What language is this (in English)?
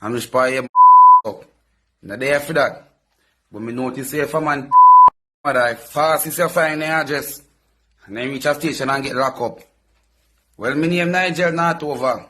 Jamaican Creole English